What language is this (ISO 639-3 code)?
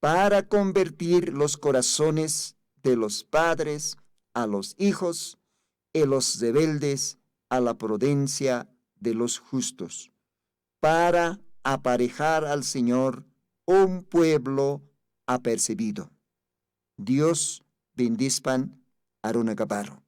aym